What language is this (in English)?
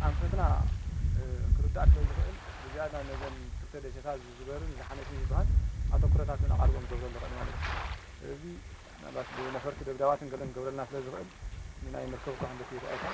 Tigrinya